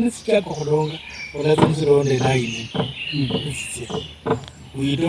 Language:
Luyia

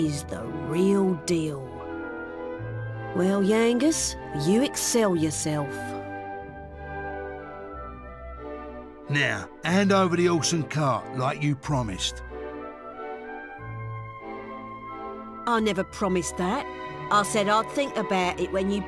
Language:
English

